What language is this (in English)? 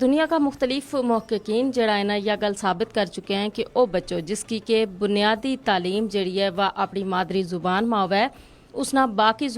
Gujari